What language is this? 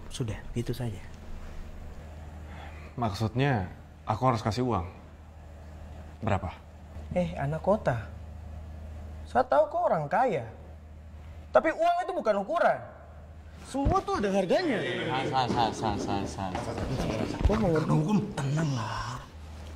Indonesian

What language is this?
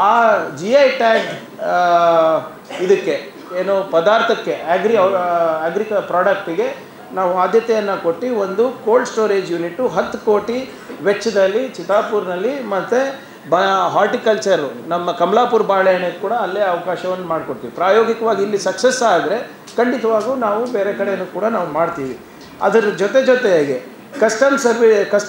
Kannada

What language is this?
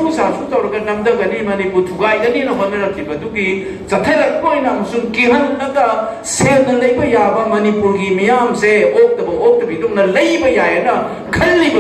Manipuri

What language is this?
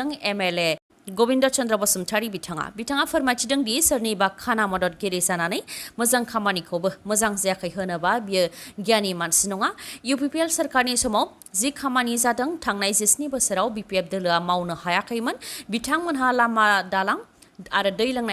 Bodo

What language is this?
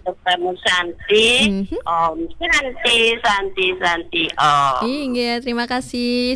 Balinese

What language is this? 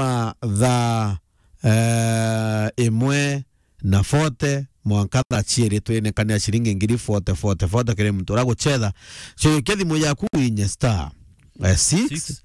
Meru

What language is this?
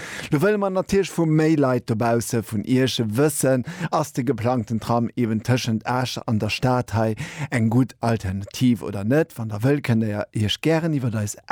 Luxembourgish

